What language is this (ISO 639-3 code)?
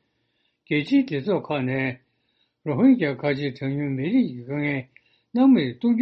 bod